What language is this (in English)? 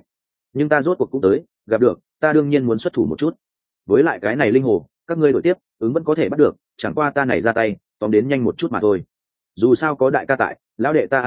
Vietnamese